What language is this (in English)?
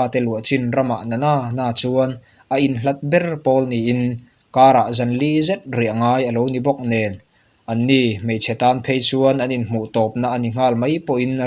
Mizo